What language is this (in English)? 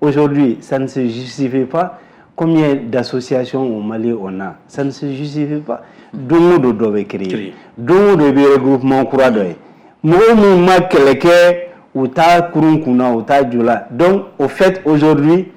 Bambara